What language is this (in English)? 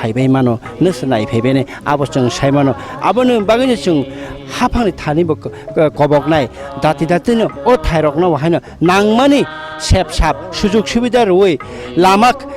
Kok Borok